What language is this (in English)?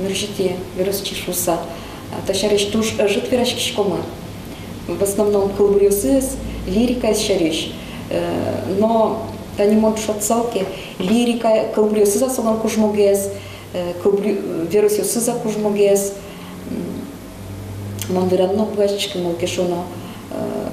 Udmurt